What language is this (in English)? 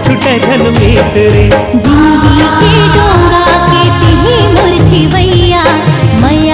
Chhattisgarhi